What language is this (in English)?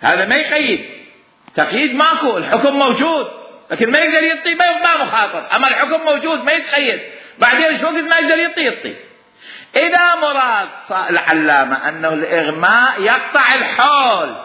Mesopotamian Arabic